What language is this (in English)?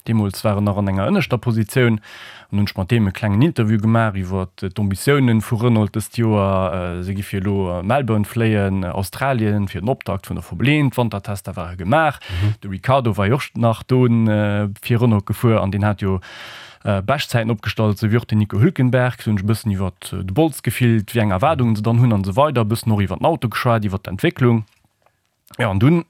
Luxembourgish